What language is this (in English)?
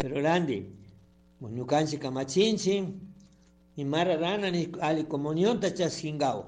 Chimborazo Highland Quichua